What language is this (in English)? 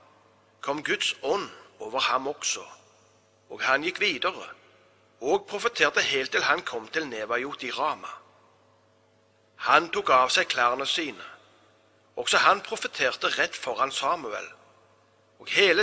Norwegian